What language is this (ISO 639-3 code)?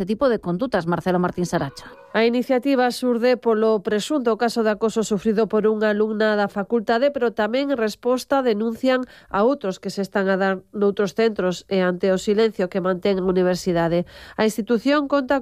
glg